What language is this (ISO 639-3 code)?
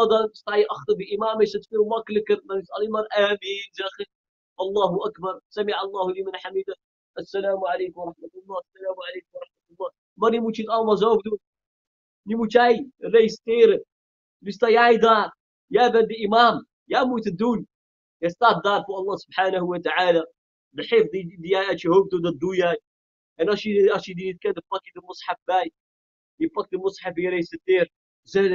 nld